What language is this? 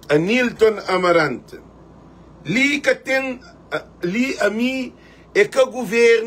Kabuverdianu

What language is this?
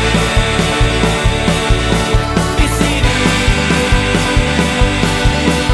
Basque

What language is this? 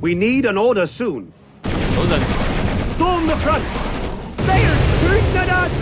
Bavarian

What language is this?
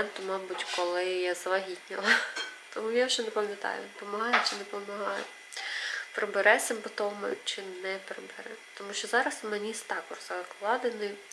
Ukrainian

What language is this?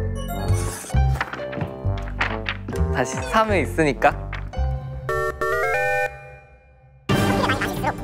Korean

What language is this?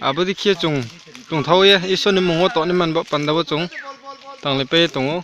Riang (India)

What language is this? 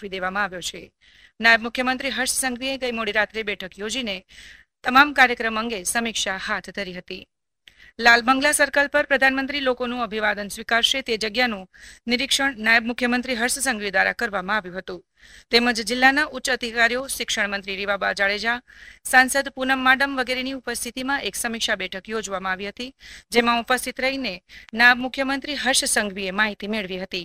Gujarati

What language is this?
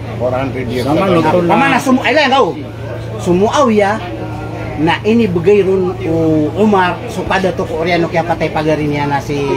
Maranao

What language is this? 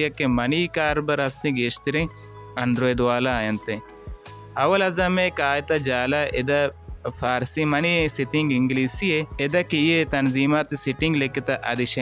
Baluchi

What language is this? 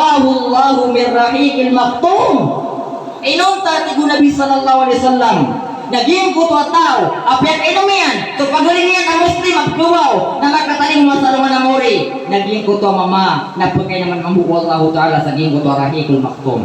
Maranao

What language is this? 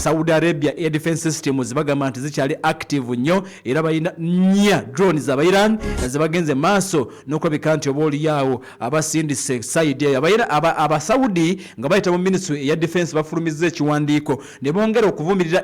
Ganda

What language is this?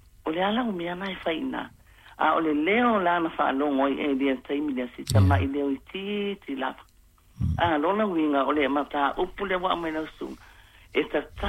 Samoan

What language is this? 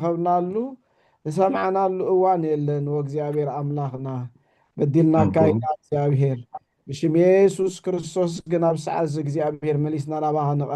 Tigrinya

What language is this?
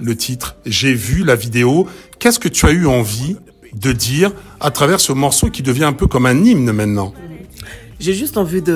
French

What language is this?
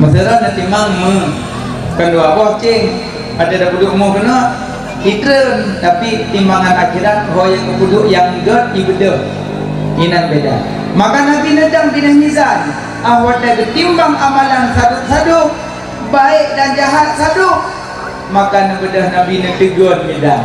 Achinese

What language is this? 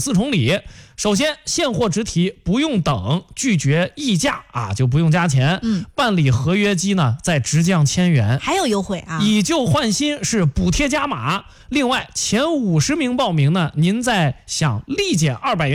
Chinese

